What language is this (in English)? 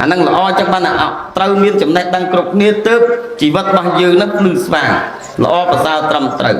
Khmer